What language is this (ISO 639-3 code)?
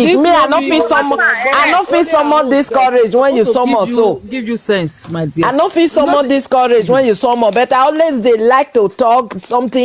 pcm